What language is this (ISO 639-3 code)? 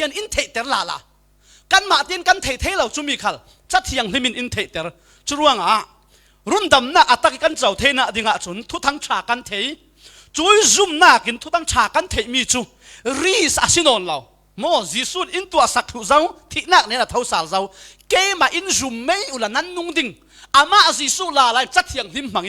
cfm